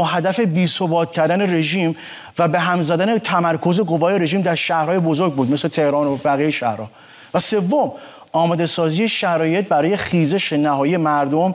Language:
Persian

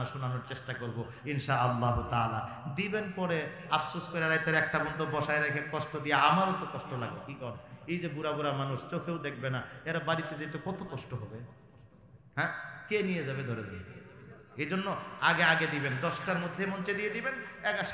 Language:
Bangla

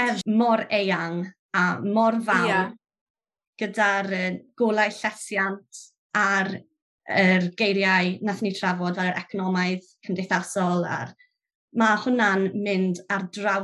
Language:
Welsh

